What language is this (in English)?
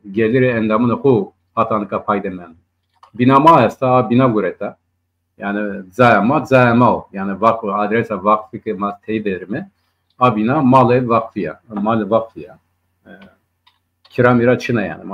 Zaza